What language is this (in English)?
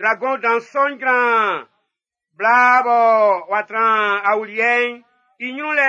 Baoulé